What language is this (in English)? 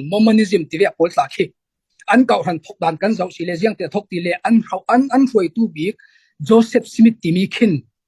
Falam Chin